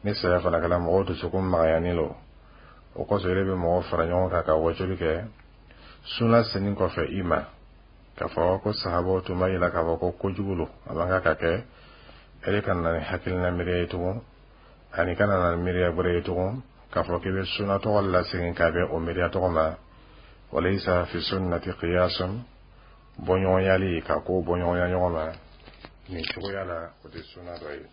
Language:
Dyula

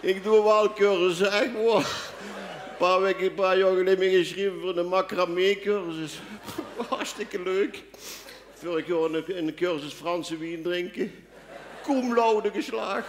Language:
Limburgish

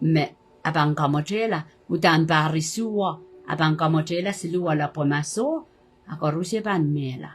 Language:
Pohnpeian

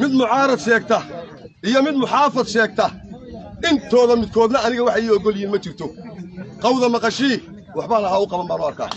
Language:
Somali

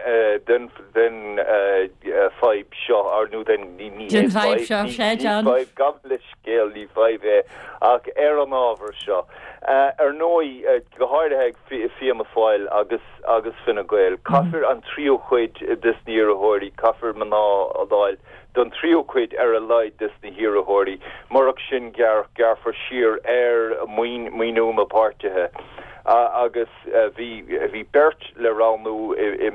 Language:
Irish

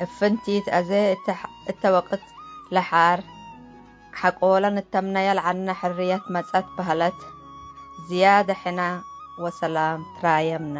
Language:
Tigre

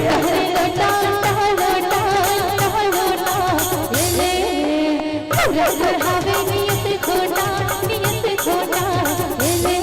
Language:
Chhattisgarhi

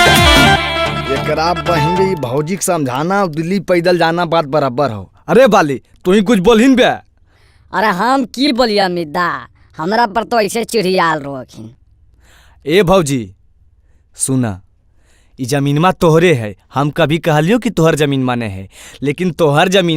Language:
Magahi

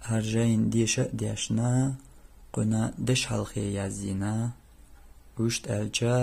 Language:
Chechen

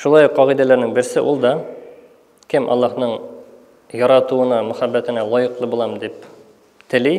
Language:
Tatar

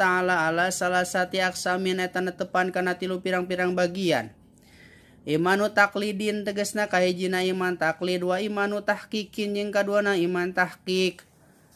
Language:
Sundanese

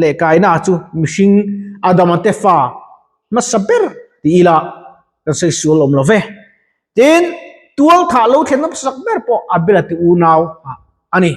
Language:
Mizo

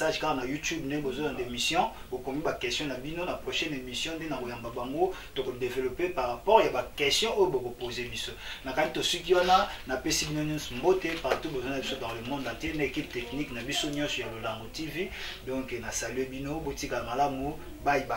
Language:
Lingala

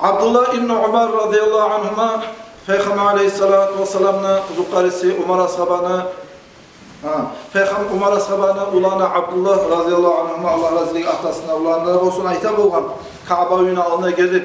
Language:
Kumyk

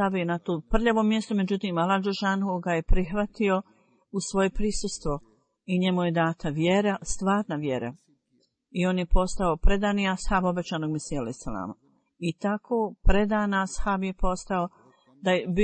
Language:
Bosnian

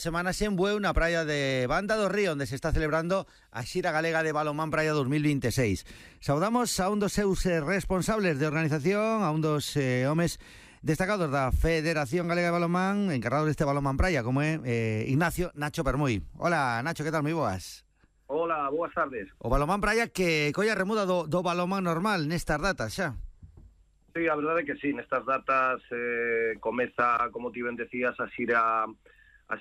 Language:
Galician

